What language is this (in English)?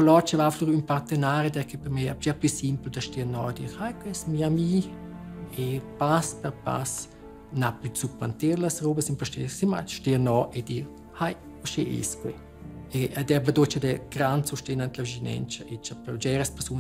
Romansh